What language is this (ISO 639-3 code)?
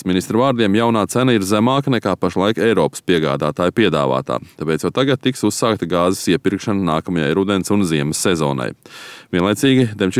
lav